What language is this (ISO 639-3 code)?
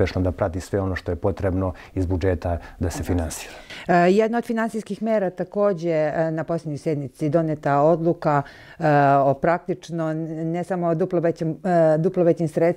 srp